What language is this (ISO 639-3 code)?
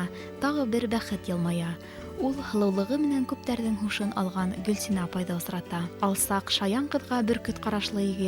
bak